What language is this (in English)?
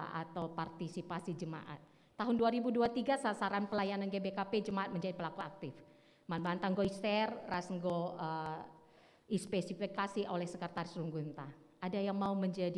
Batak Karo